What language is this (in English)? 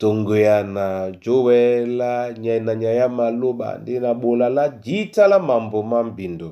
Duala